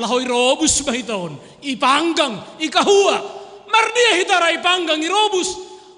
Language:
Batak Simalungun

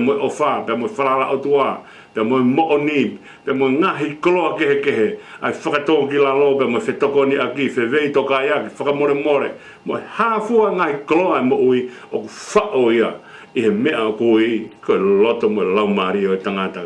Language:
Tongan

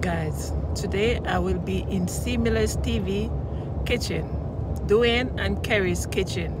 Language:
Jamaican Creole English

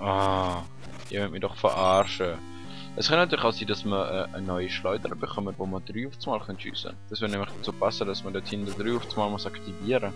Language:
Swiss German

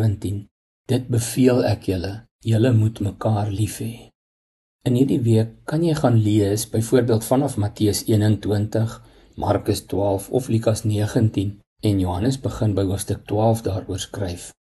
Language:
Afrikaans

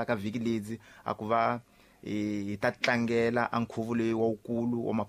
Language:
Tsonga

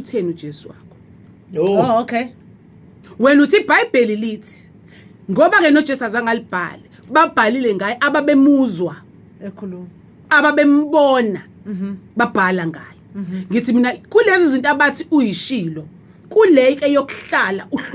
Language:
Zulu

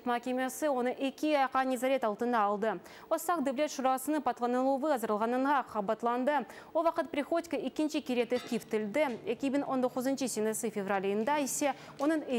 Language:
Crimean Tatar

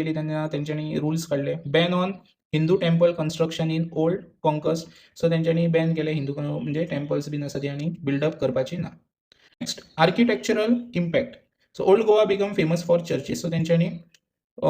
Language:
Konkani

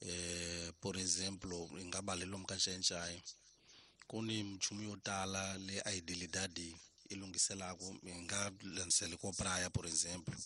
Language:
Tsonga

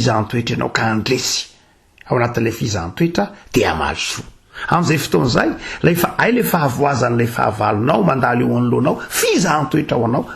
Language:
Malagasy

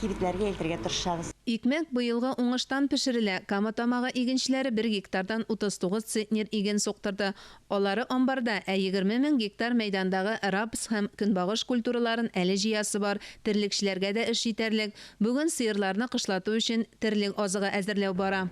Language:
Tatar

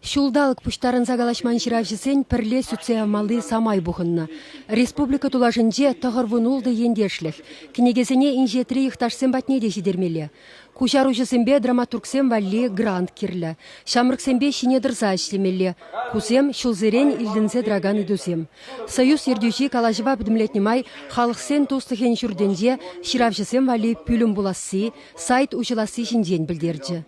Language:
Chuvash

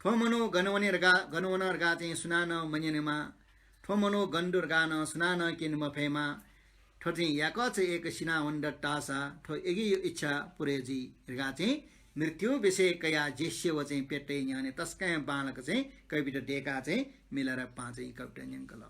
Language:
Newari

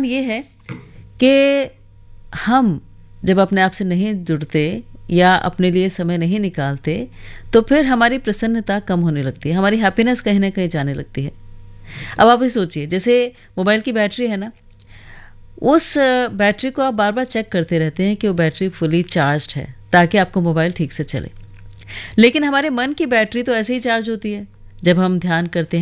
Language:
Hindi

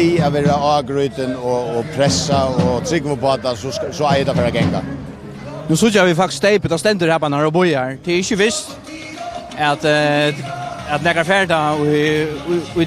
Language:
Faroese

